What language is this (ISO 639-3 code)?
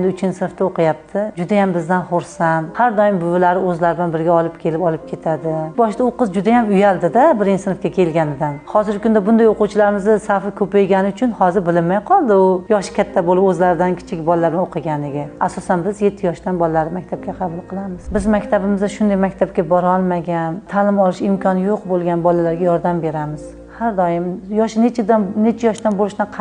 uzb